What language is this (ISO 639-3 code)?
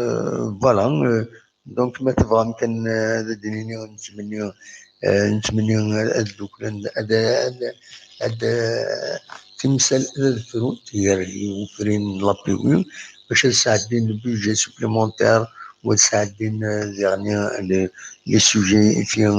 kab